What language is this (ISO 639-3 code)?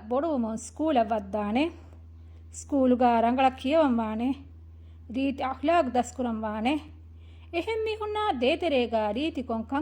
div